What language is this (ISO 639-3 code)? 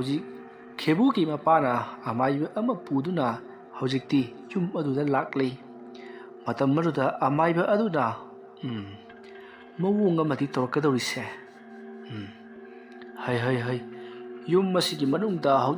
mni